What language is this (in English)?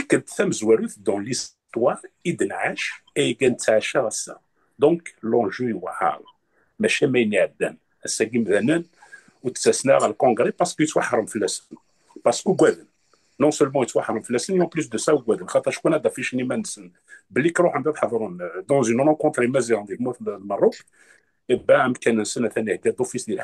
Kabyle